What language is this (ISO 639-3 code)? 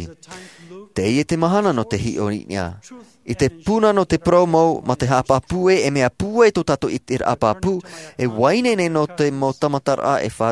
tah